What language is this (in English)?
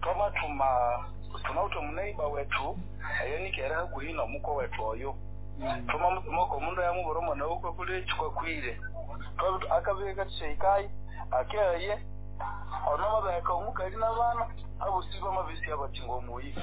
Nyoro